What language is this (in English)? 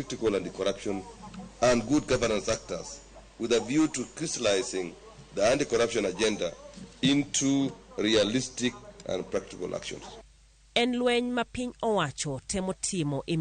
Luo (Kenya and Tanzania)